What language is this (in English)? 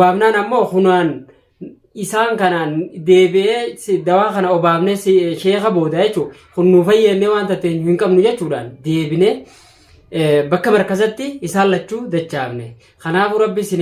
Oromo